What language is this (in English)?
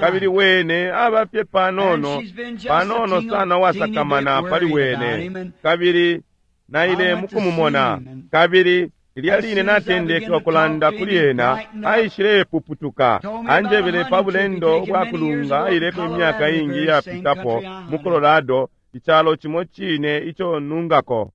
Bemba